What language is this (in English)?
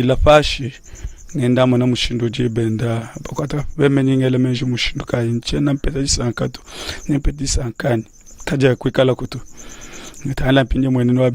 Luba-Lulua